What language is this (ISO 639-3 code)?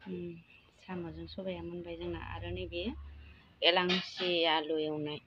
brx